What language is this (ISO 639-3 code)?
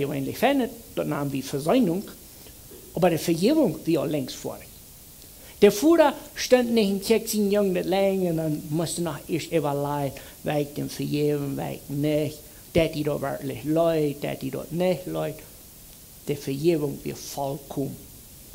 pdt